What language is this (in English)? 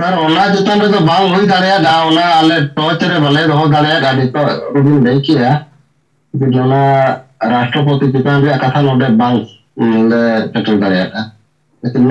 Santali